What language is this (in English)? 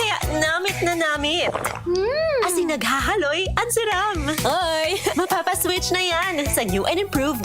Bikol